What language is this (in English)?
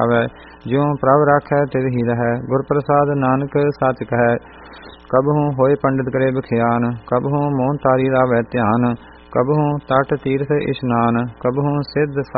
Punjabi